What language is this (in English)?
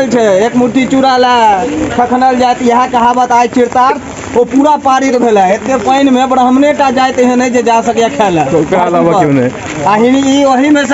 Maithili